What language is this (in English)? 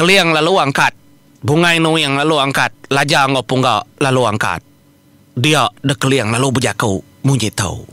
Iban